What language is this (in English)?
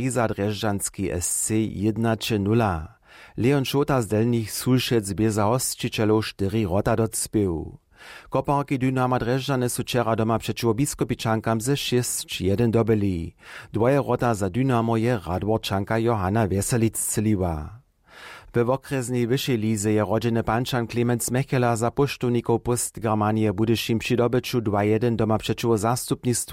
Upper Sorbian